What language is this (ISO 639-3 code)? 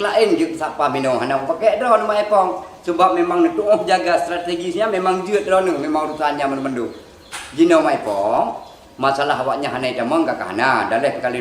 ace